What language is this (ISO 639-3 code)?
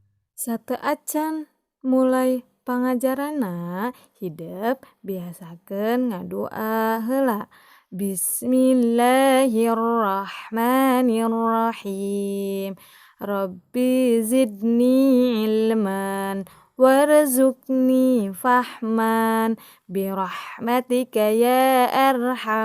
sun